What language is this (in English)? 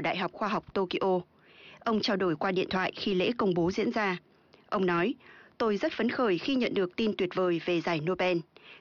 Vietnamese